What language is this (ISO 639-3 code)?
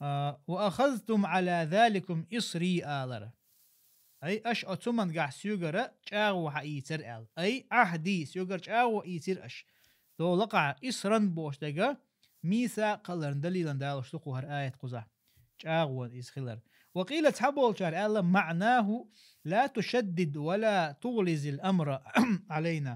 che